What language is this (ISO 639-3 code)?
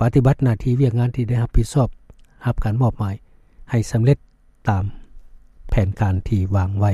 lao